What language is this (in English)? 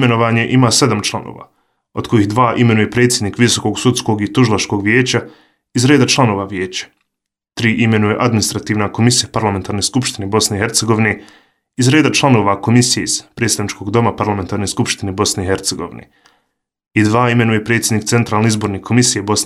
Bosnian